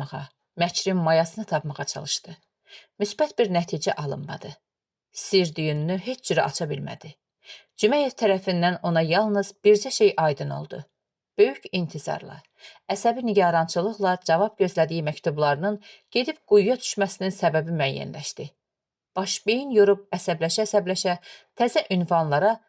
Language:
Azerbaijani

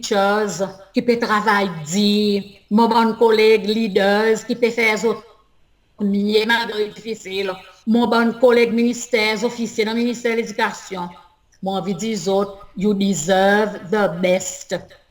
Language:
Seselwa Creole French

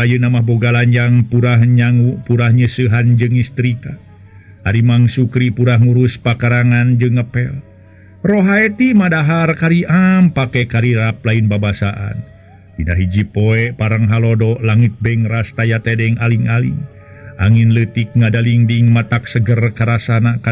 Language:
Sundanese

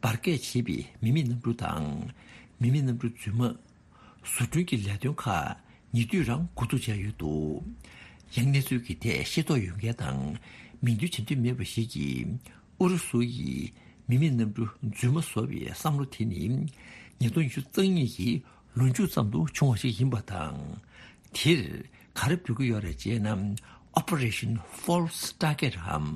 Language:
Tibetan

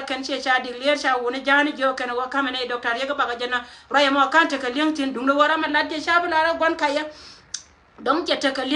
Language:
Nuer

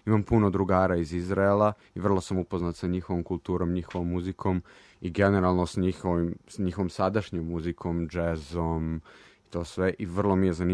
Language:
Serbian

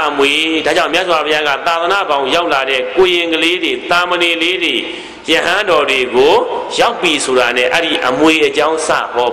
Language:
Burmese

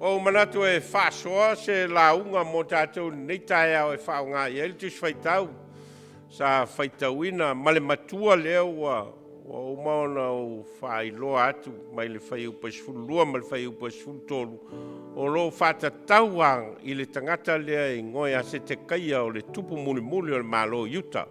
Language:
Samoan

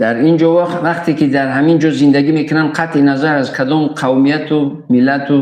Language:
Tajik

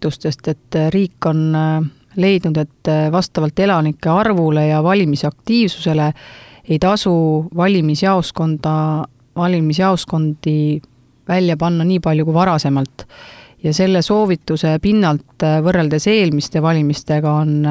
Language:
Estonian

